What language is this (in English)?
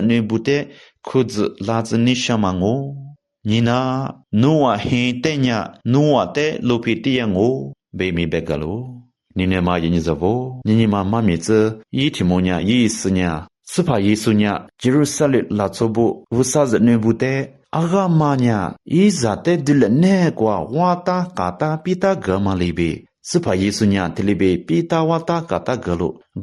Lisu